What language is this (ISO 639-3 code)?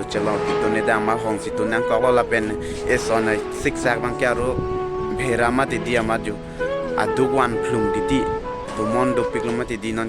mjw